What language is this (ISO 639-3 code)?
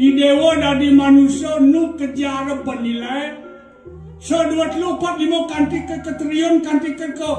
ban